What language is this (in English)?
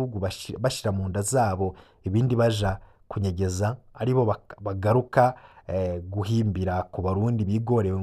Rundi